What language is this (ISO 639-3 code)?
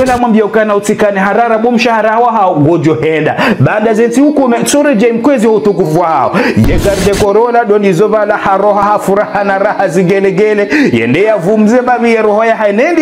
zdj